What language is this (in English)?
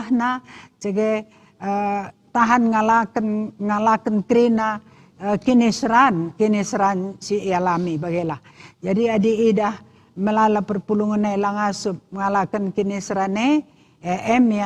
Batak Karo